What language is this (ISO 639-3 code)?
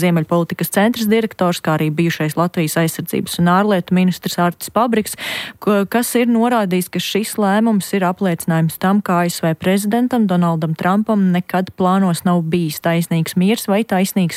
lav